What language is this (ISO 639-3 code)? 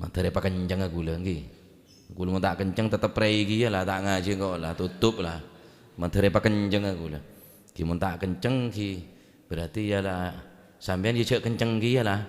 mad